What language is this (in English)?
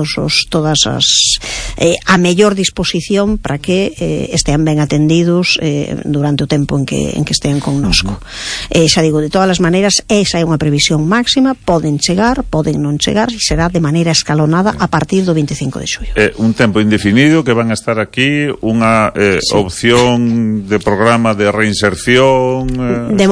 Galician